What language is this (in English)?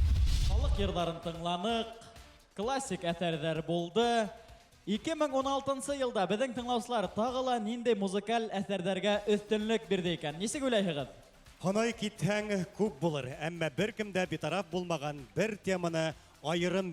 Bashkir